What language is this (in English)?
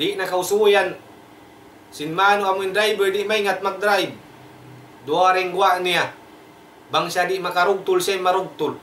Tausug